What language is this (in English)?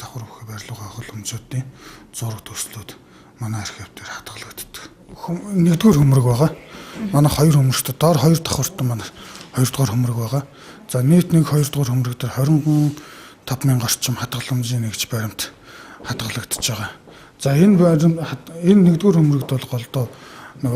Mongolian